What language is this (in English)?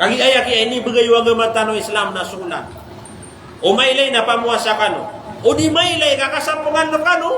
Maranao